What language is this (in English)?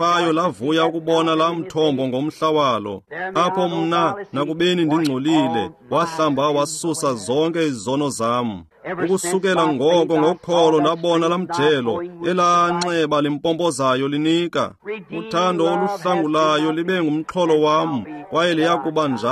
Xhosa